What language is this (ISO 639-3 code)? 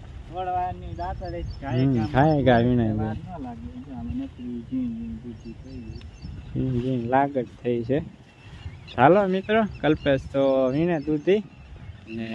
guj